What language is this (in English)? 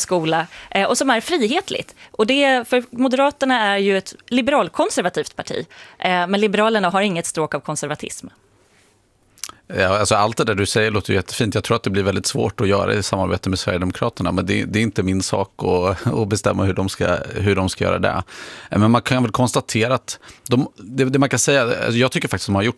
Swedish